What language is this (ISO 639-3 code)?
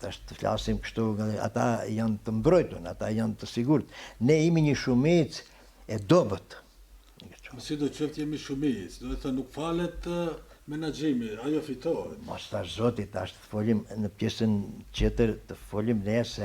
sqi